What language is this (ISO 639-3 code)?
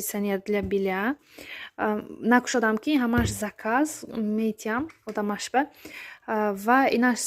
tgk